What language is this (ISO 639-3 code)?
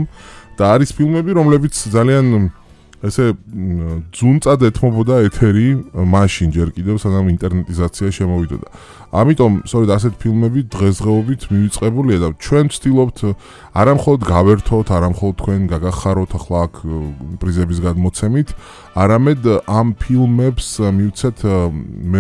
kat